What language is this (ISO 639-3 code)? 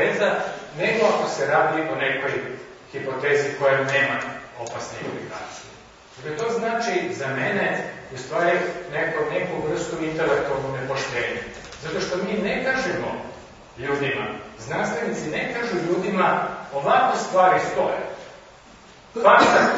hrv